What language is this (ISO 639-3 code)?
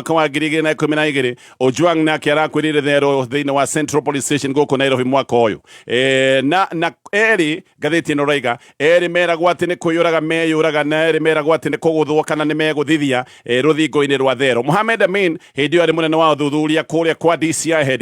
kik